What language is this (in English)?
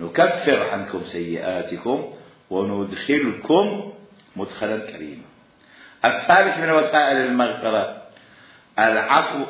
Mesopotamian Arabic